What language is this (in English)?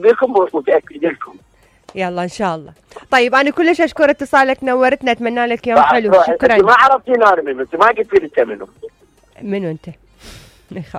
Mesopotamian Arabic